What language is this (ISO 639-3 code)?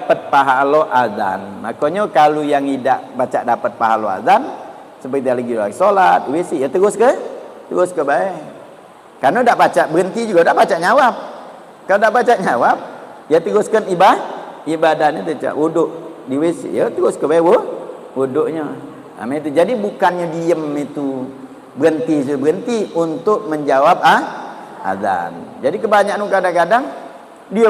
mui